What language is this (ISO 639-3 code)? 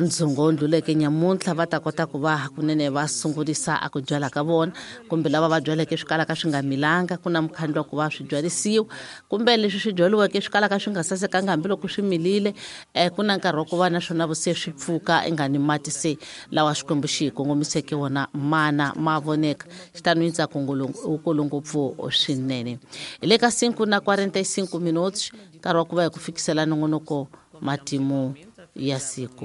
tso